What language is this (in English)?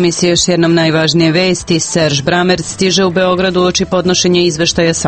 Serbian